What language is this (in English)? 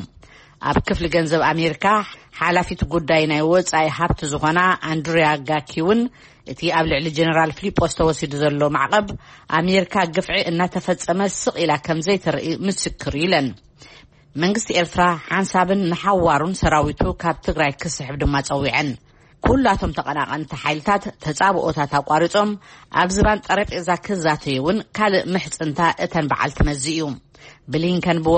Tigrinya